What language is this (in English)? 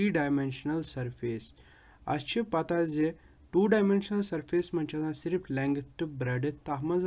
Kashmiri